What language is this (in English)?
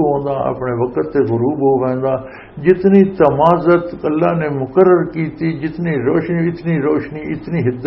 Western Panjabi